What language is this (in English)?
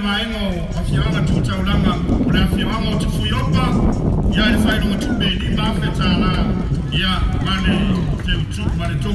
Samoan